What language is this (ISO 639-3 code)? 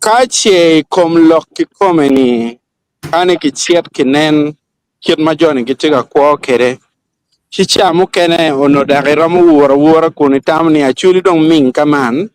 ach